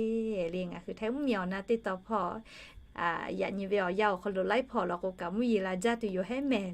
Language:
Lahu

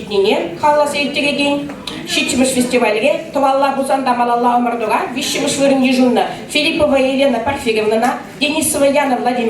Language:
Chuvash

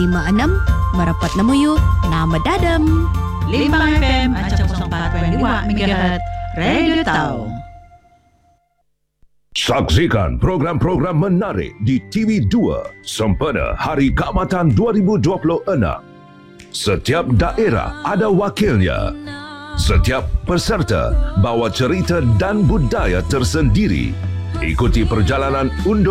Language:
Malay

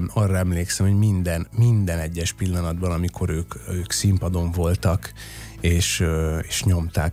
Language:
Hungarian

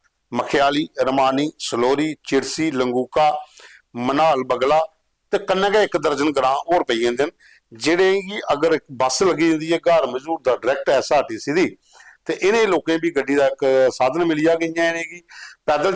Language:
Dogri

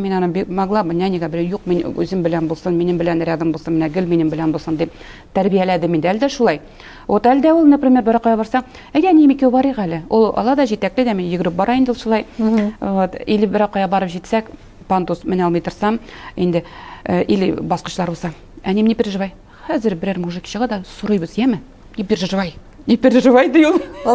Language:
Tatar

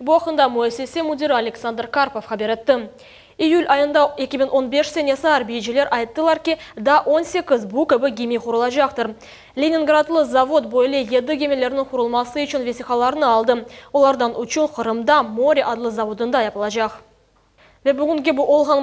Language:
Crimean Tatar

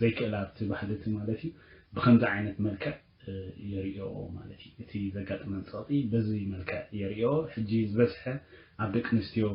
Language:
Tigrinya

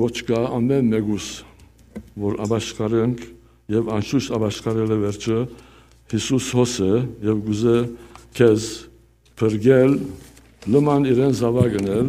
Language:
Western Armenian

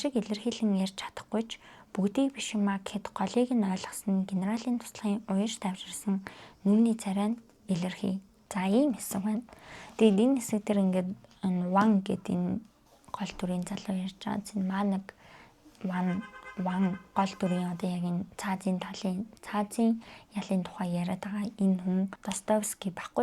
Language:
Mongolian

